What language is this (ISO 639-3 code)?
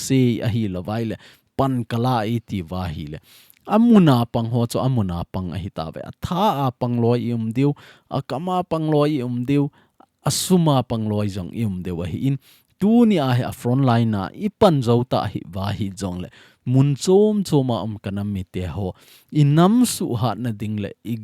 tcz